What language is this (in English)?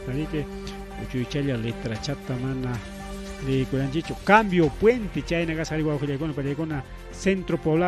Ayacucho Quechua